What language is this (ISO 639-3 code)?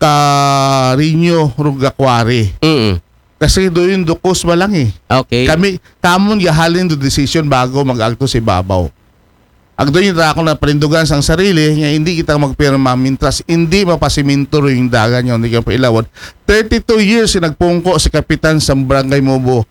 akl